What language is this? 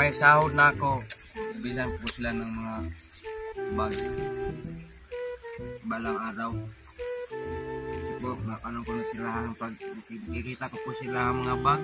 Filipino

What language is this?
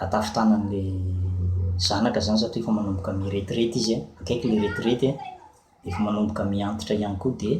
Malagasy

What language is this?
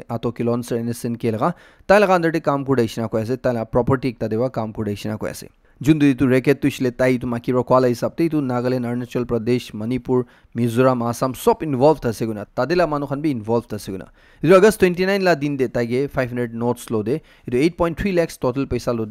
Naga Pidgin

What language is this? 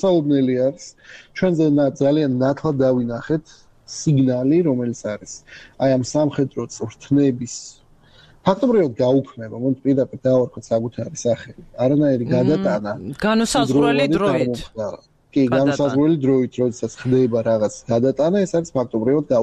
Georgian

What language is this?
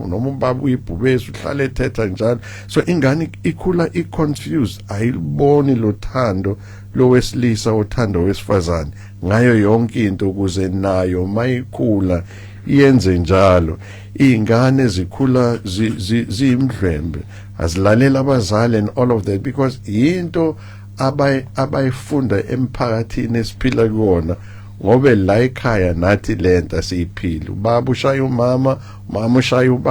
Zulu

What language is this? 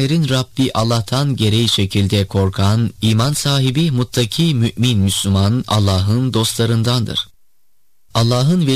Turkish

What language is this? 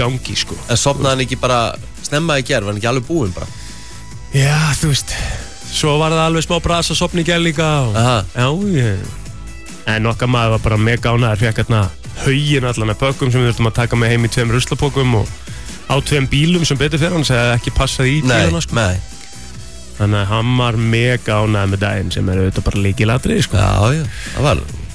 Icelandic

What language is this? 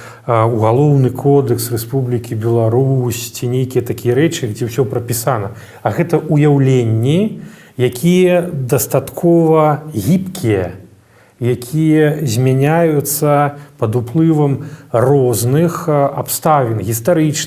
Belarusian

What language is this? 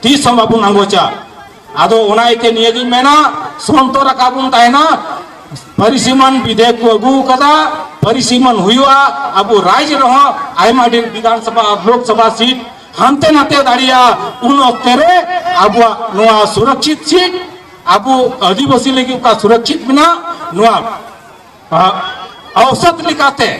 Santali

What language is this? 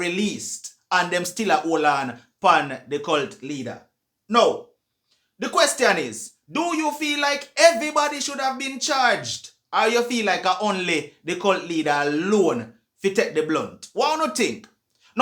Jamaican Creole English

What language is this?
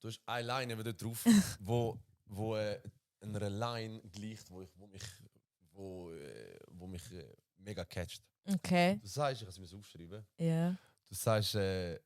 Swiss German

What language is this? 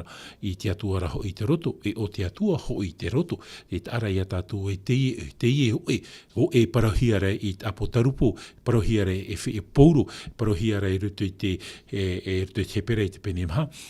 Tahitian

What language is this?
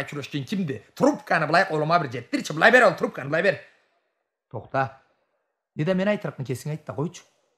Karachay-Balkar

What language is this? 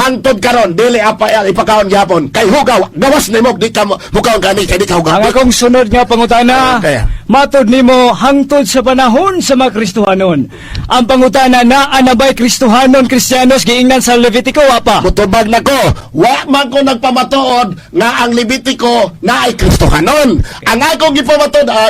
Cebuano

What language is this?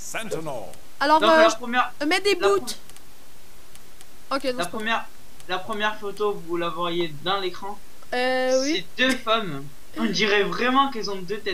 French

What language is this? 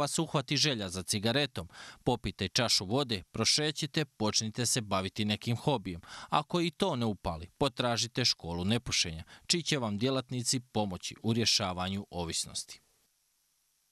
Croatian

